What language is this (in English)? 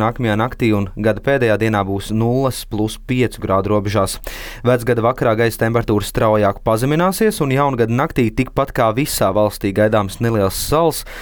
Latvian